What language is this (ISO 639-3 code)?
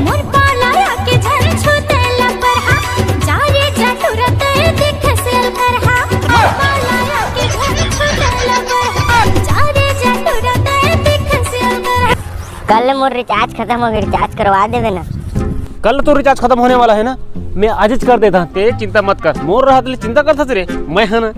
hne